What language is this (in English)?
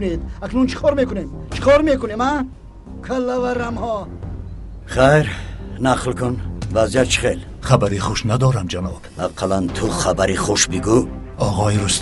Tajik